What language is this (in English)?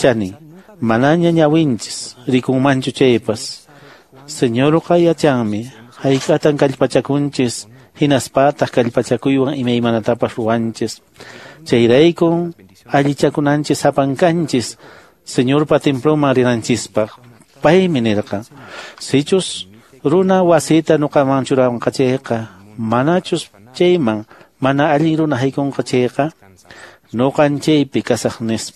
Quechua